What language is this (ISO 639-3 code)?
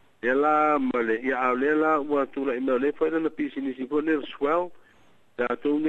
smo